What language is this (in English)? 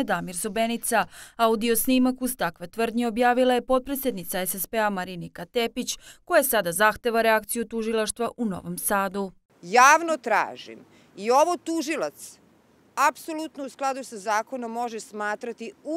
Serbian